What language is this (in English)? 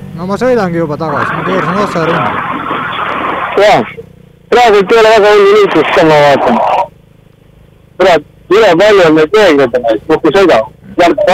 Estonian